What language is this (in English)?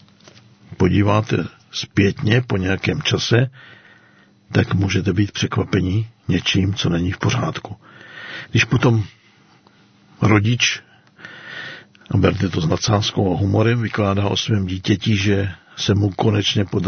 Czech